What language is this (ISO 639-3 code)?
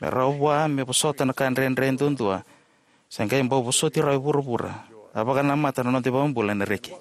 fij